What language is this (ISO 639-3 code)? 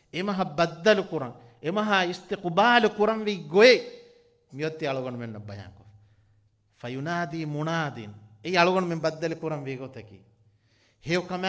div